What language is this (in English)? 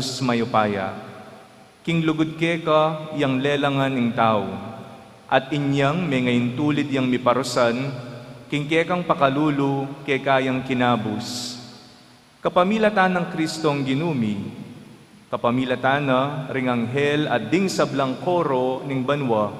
Pampanga